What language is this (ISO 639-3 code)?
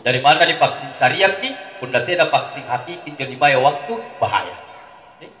mak